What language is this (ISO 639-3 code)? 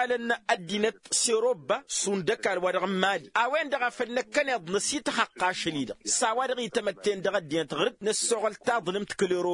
taq